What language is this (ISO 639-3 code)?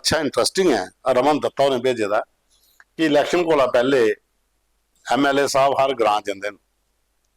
doi